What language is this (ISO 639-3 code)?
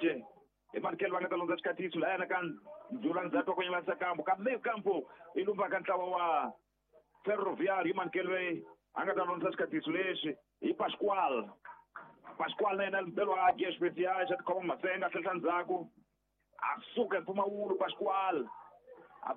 tso